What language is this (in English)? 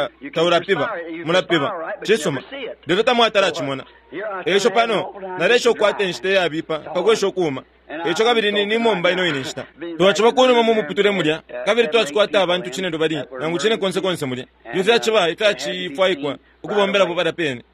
Bemba